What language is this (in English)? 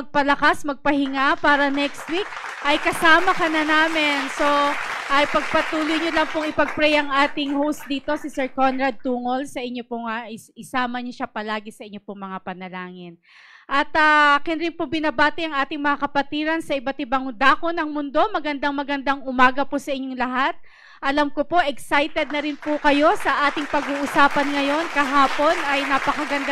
Filipino